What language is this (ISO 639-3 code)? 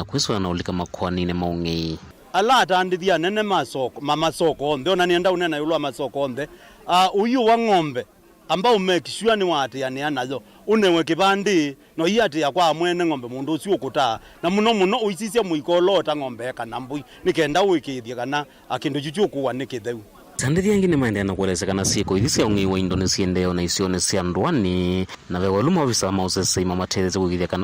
kam